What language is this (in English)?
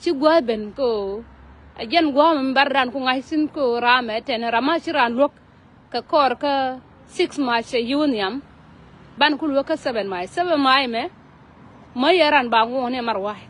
Nuer